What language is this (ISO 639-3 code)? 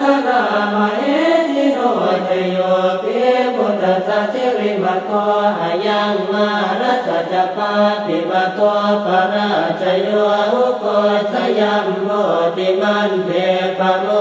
pli